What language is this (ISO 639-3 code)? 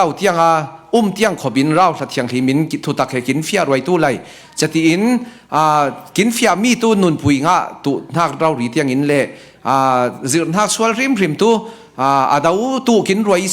cfm